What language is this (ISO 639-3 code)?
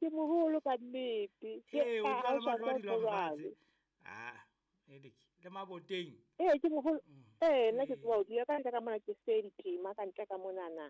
sot